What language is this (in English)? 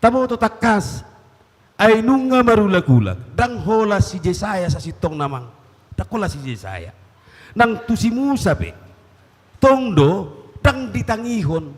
Batak Toba